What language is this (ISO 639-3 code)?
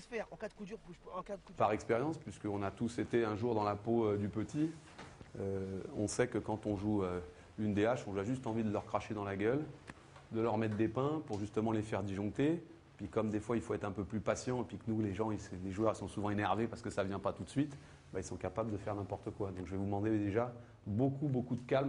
fra